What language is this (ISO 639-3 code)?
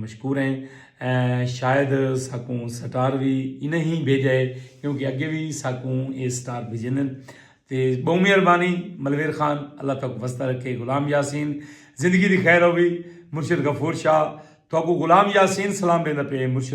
skr